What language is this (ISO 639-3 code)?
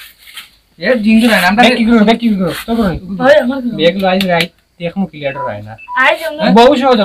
syl